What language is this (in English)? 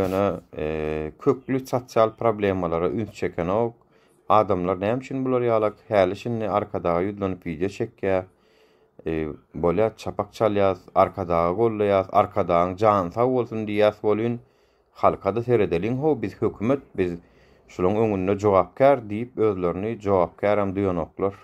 Turkmen